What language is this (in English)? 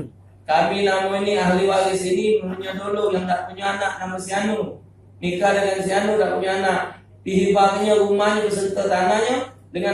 Musi